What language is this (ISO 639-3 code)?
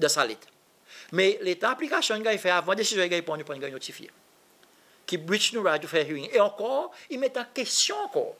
crs